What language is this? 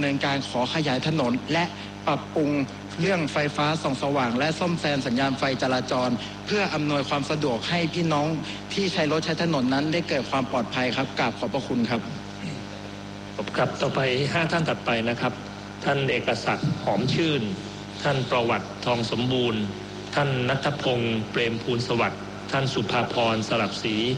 Thai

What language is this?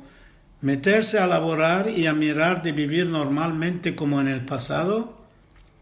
Ladino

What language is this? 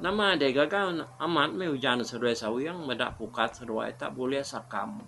Iban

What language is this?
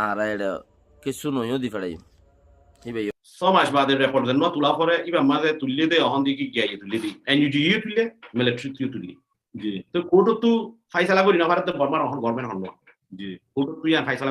Rohingya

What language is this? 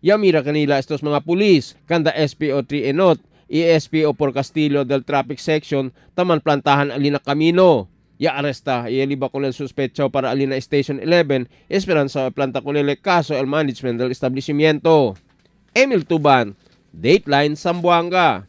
Chavacano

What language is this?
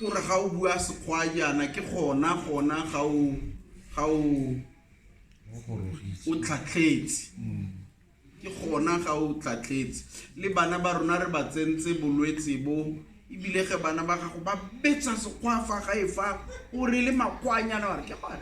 Tswana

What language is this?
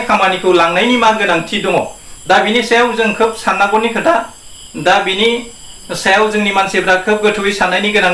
Bodo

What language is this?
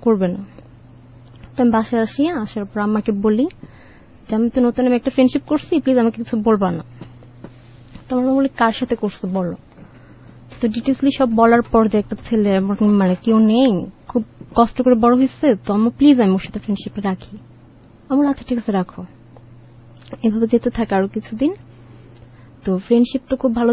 Bangla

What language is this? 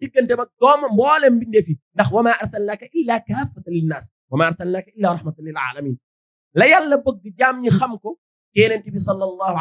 Wolof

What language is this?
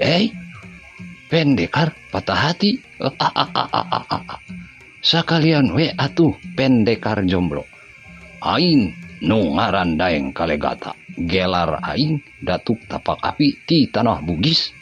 Sundanese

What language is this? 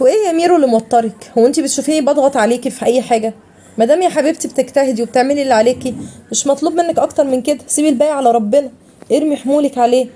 Egyptian Arabic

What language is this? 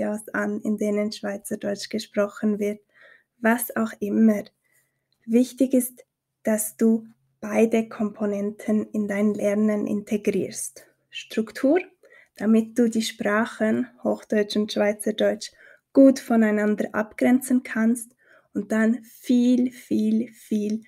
Swiss German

